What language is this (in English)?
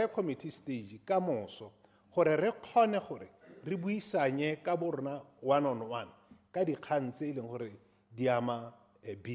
Tswana